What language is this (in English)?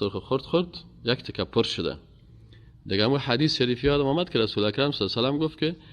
Persian